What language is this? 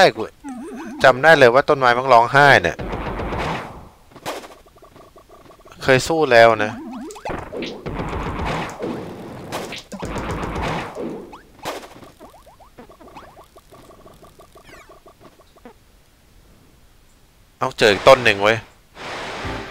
Thai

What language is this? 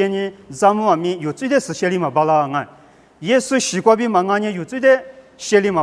Lisu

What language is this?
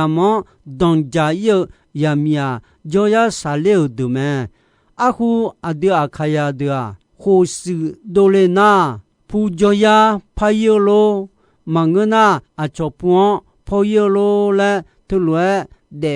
Akha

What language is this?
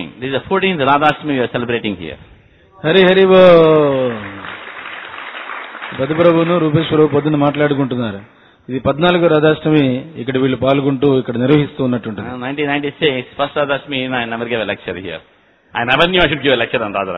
Telugu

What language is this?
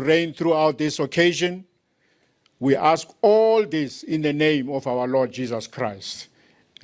Northern Sotho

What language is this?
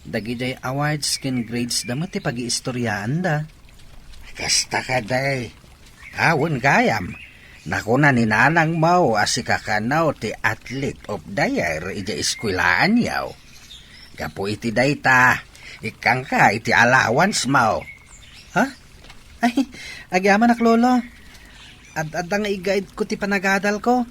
Iloko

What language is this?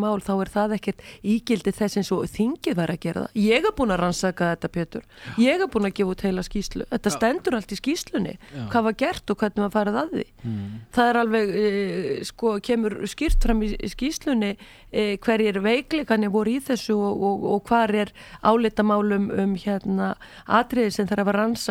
Icelandic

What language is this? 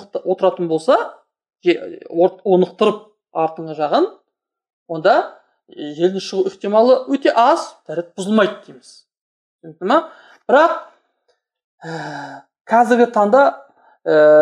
Kazakh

